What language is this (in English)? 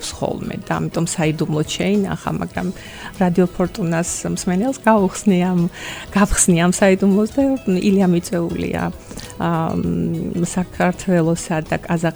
Georgian